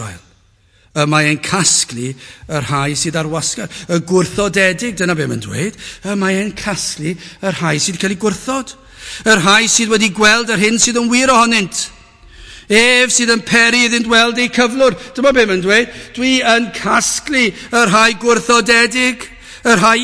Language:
Welsh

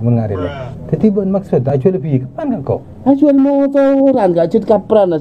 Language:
Madurese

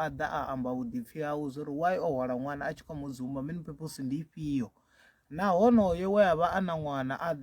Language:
Venda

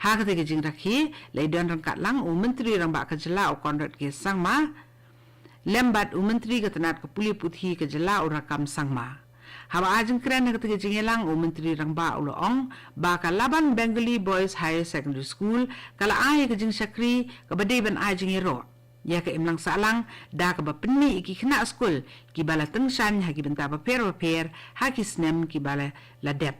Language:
Khasi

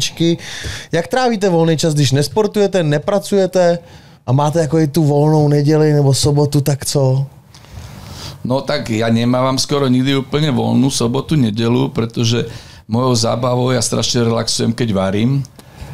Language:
Slovak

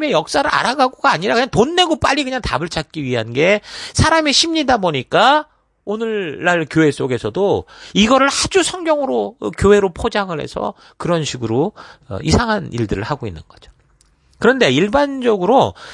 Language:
Korean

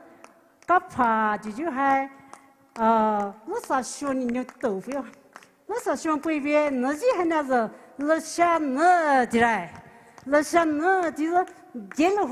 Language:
Poumei Naga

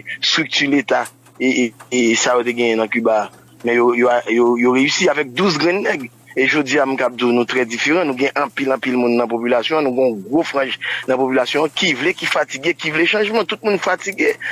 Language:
Haitian Creole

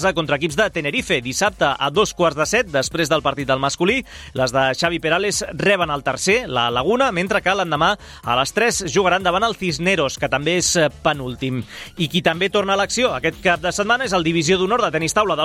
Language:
Catalan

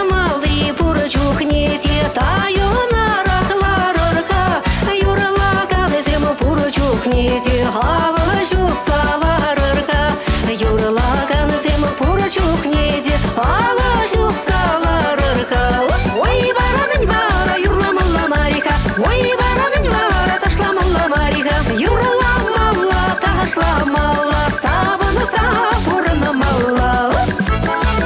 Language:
Chuvash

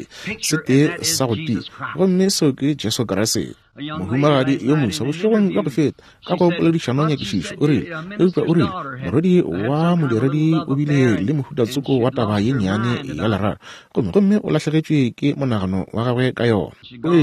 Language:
Northern Sotho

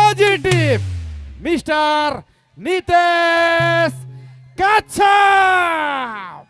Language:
Sadri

